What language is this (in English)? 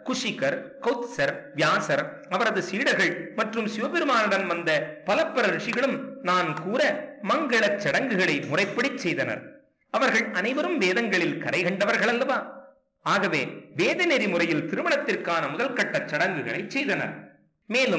Tamil